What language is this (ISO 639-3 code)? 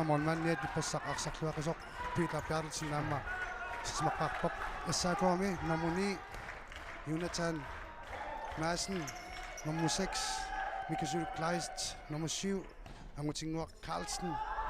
kal